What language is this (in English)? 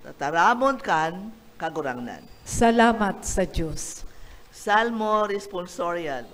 Bikol